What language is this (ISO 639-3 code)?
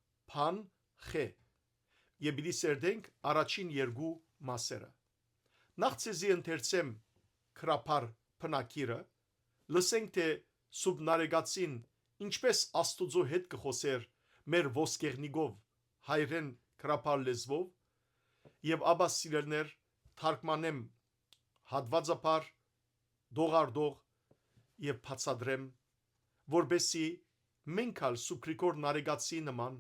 hyw